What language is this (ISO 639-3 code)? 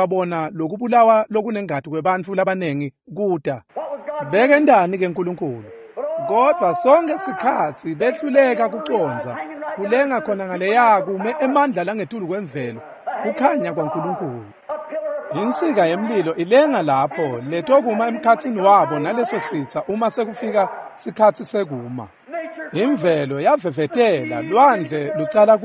ssw